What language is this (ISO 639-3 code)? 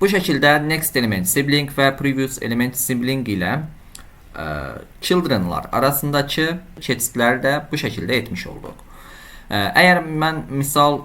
aze